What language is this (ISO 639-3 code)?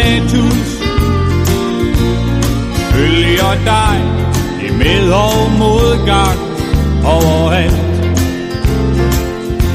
dan